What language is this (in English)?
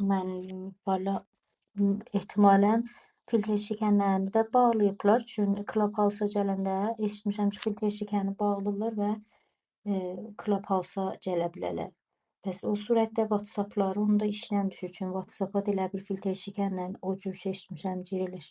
South Azerbaijani